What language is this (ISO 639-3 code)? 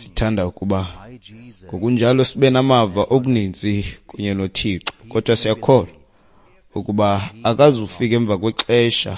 xho